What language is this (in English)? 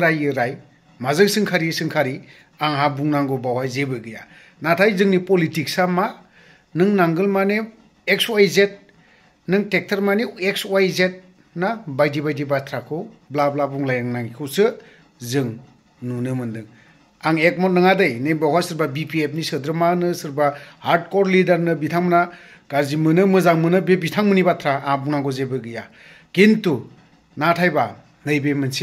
Bodo